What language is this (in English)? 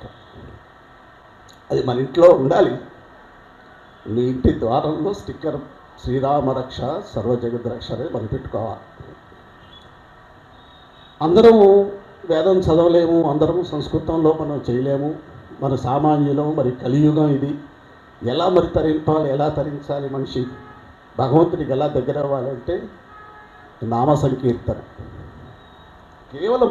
Telugu